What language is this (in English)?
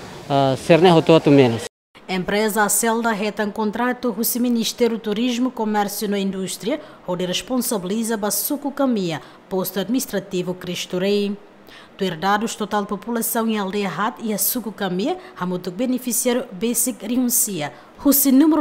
Tetum